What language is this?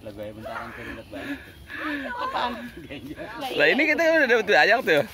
Betawi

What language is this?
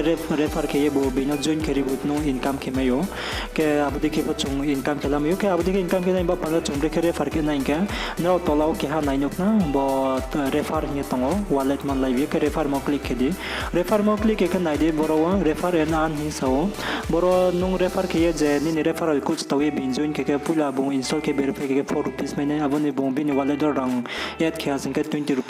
Riang (India)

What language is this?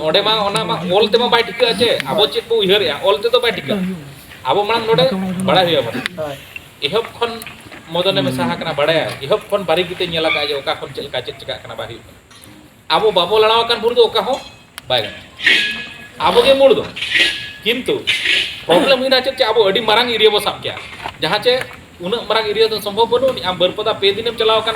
Santali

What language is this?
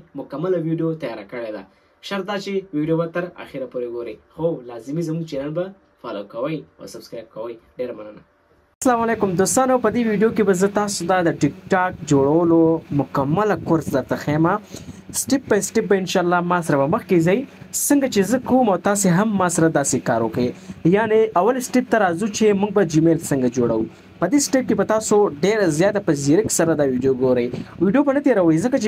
Pashto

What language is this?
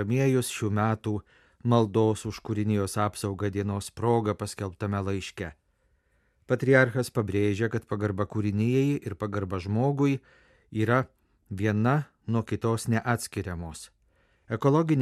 Lithuanian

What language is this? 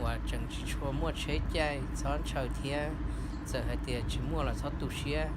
Hmong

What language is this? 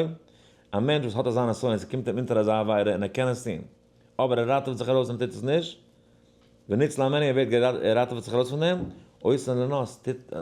Yiddish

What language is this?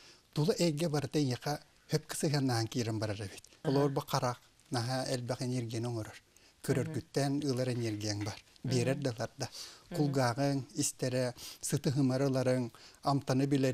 Yakut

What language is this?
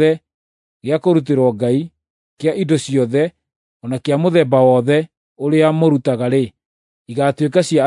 Kikuyu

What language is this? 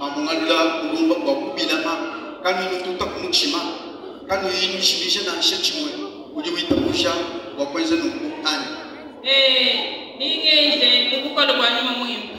Luba-Lulua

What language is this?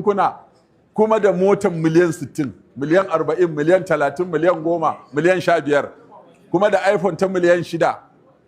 Hausa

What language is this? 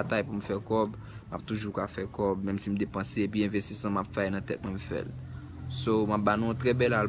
Haitian Creole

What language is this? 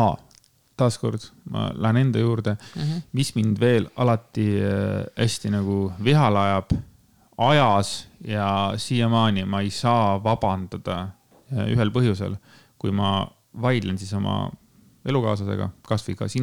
Estonian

